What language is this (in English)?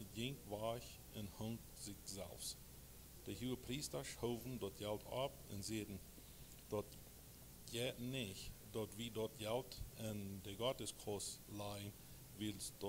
Plautdietsch